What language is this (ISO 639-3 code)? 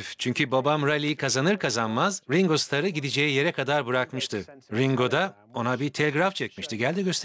tur